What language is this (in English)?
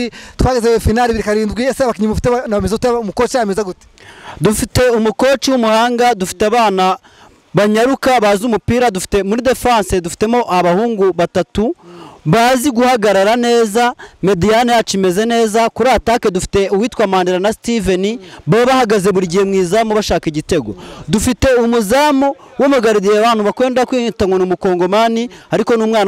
Kinyarwanda